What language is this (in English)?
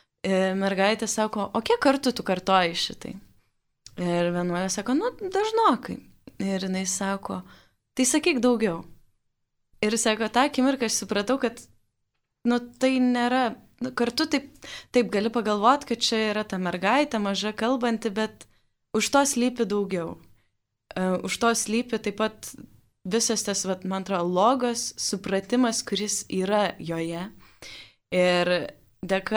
Lithuanian